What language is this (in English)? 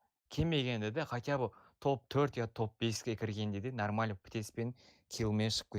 Kara-Kalpak